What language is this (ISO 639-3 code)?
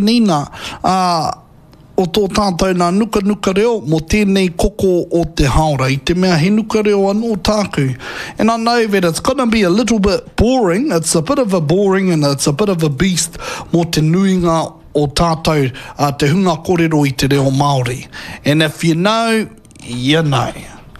mri